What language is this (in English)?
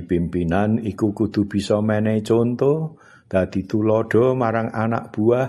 Javanese